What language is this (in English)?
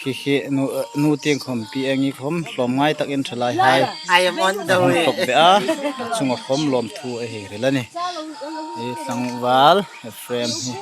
Hmar